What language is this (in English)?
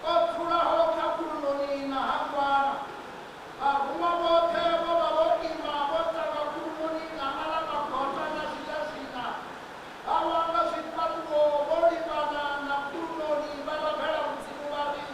Venda